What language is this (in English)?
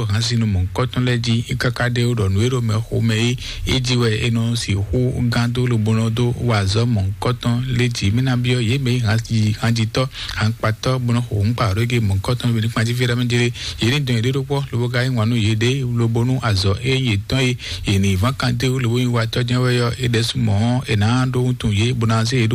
Fon